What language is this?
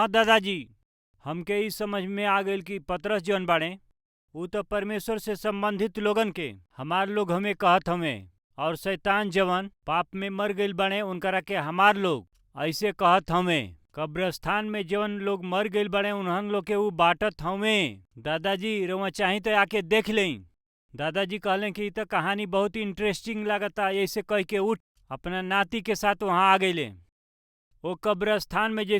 Bhojpuri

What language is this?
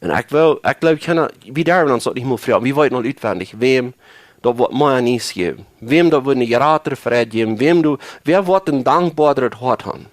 Plautdietsch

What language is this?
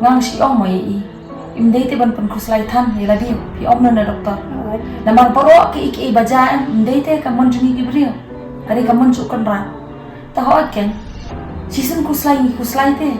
Khasi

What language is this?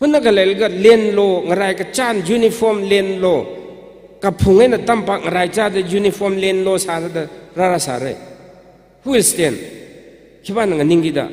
Tangkhul Naga (India)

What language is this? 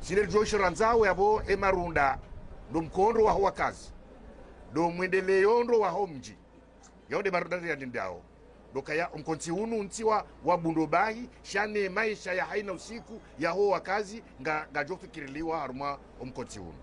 Ngazidja Comorian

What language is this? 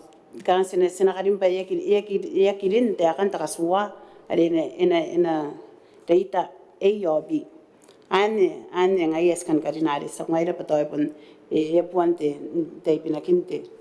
Gilbertese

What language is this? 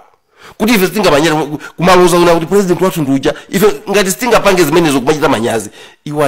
Nyanja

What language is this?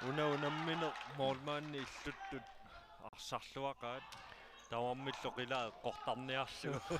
Kalaallisut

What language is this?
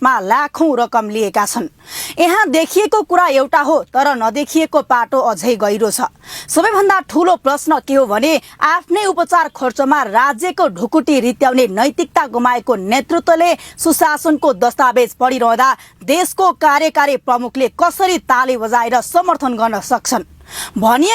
Nepali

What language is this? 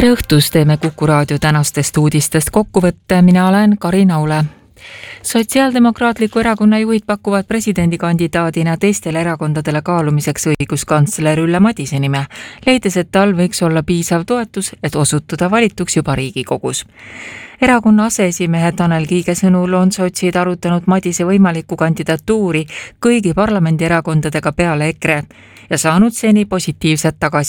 Estonian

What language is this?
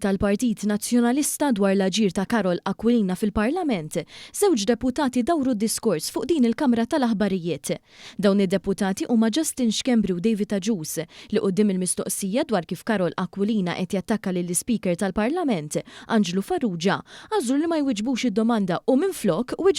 Maltese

